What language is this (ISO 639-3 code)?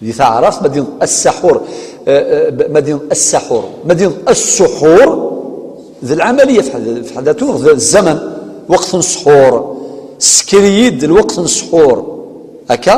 kab